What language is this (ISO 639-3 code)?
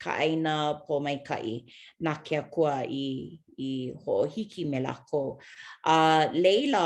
haw